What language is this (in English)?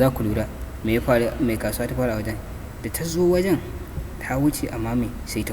Hausa